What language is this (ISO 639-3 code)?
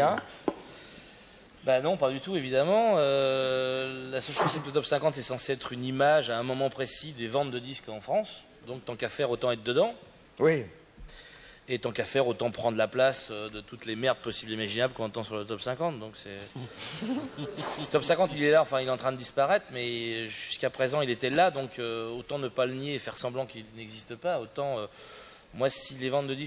fra